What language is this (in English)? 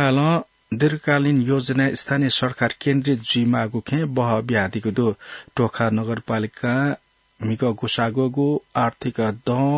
Newari